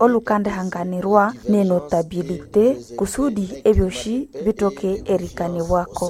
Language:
Nande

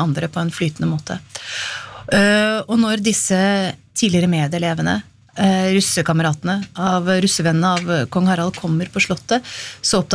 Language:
Norwegian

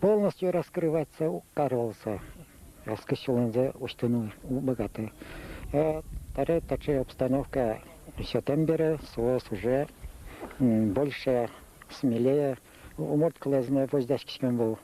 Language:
Udmurt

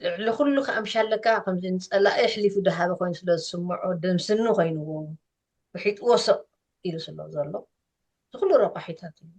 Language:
Tigrinya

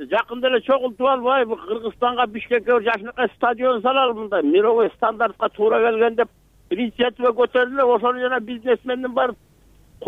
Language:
Kyrgyz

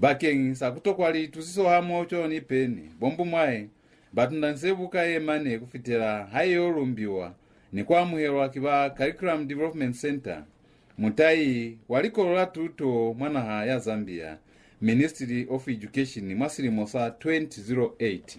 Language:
Lozi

